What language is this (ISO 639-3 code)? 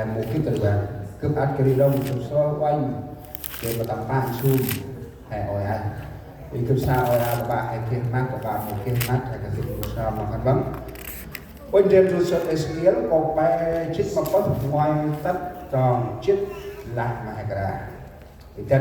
cmo